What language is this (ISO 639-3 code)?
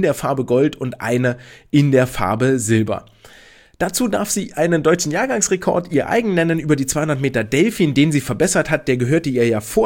deu